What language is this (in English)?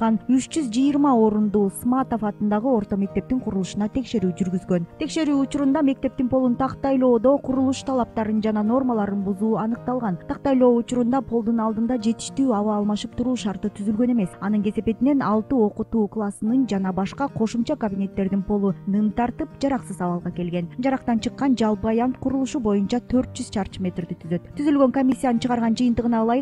Kyrgyz